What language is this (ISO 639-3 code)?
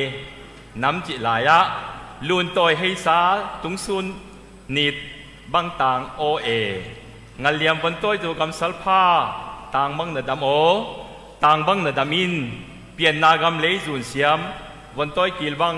ctd